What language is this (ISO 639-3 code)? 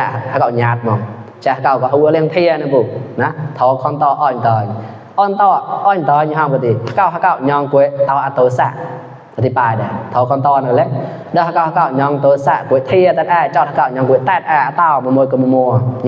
mnw